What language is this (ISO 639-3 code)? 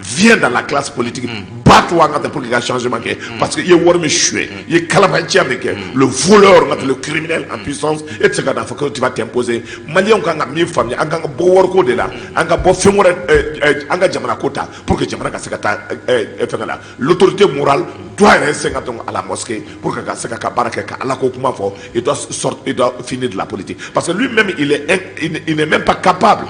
bam